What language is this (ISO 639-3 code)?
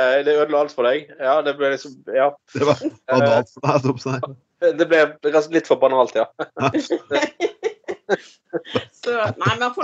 nor